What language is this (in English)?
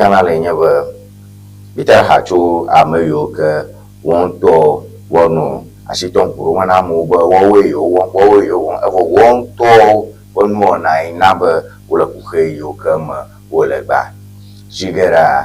Ewe